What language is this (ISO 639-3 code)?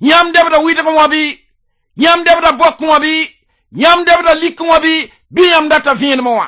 mos